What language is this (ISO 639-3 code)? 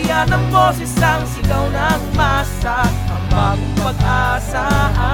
fil